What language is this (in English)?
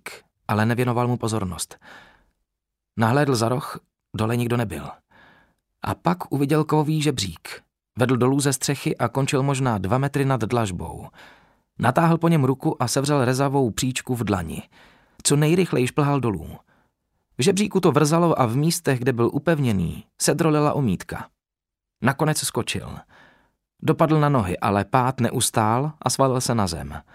Czech